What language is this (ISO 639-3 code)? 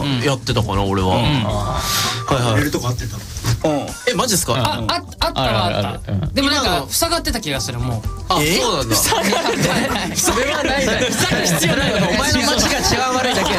jpn